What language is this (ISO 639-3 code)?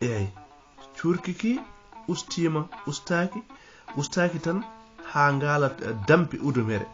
ful